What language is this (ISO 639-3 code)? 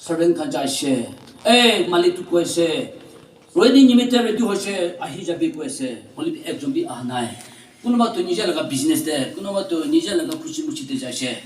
nag